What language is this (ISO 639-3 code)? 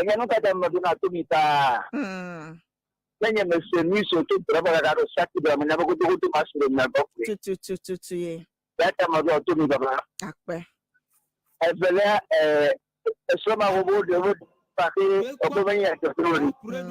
ewe